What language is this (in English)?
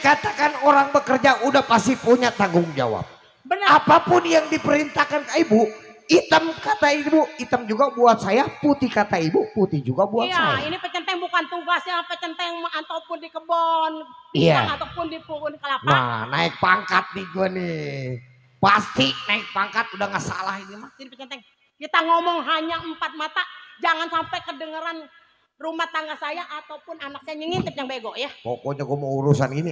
Betawi